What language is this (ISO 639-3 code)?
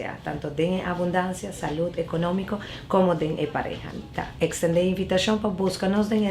pap